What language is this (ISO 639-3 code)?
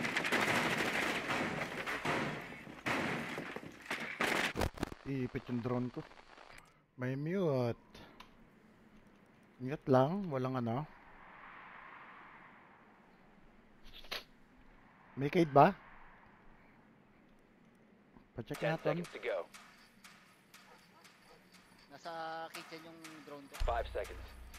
fil